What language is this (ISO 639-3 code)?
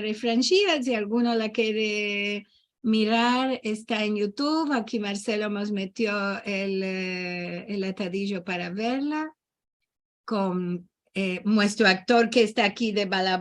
lad